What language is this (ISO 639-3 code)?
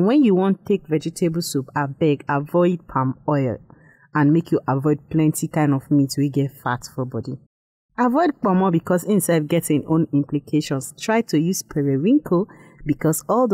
pcm